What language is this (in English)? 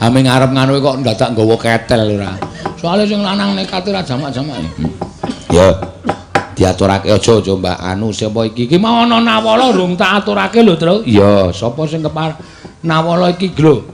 Javanese